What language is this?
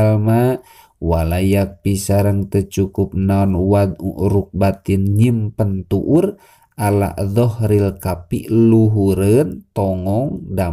Sundanese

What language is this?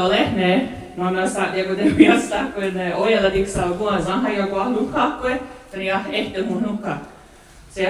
Mohawk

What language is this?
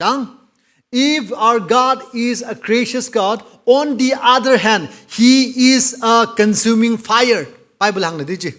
Tangkhul Naga (India)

